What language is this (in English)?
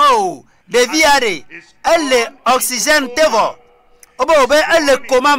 Ewe